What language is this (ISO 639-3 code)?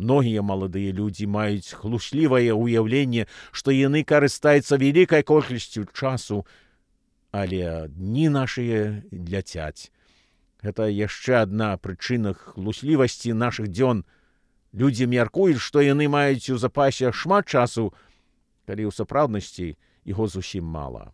bel